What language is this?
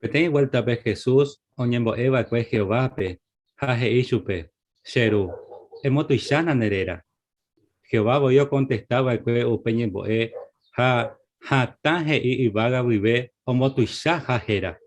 Guarani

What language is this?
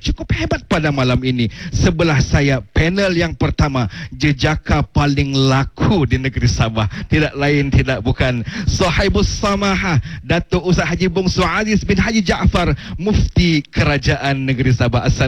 Malay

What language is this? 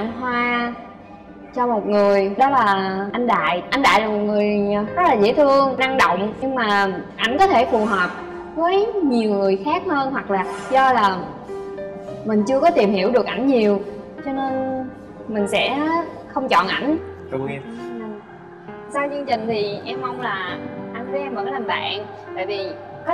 Vietnamese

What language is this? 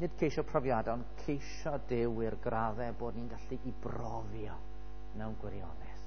Welsh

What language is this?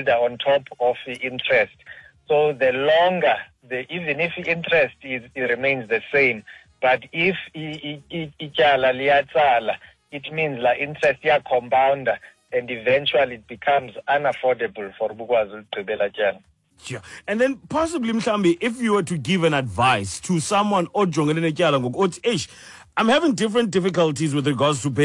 Xhosa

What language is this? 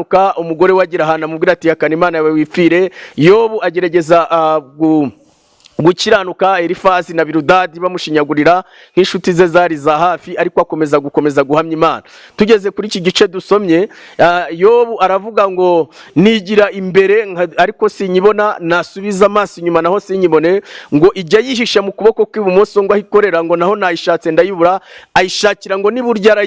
Kinyarwanda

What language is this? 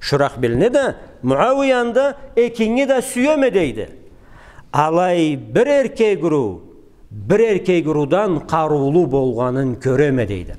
Karachay-Balkar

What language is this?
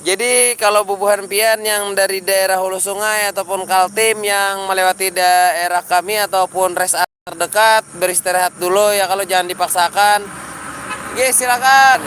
Banjar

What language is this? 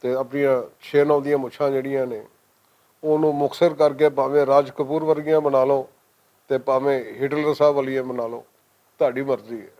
Western Panjabi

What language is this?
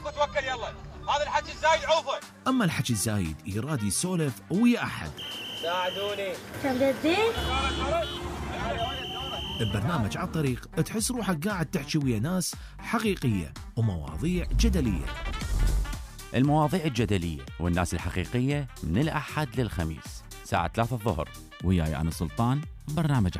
Mesopotamian Arabic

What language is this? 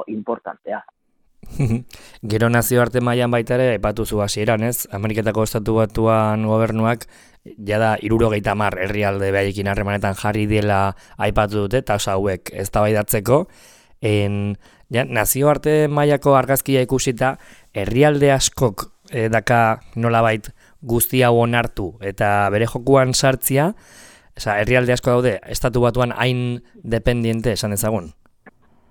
Basque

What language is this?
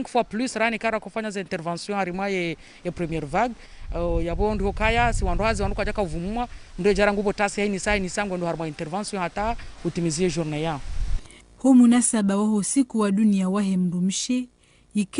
Ngazidja Comorian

